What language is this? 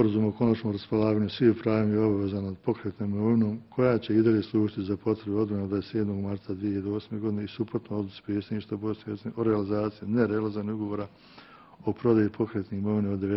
Bosnian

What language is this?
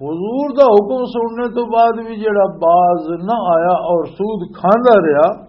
Western Panjabi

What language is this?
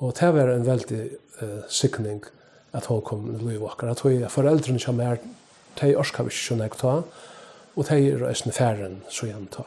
Faroese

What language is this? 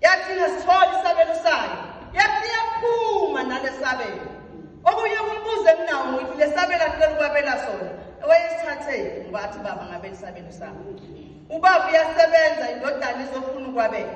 Zulu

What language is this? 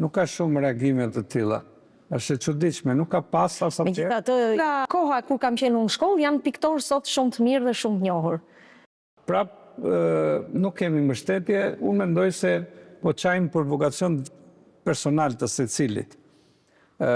Albanian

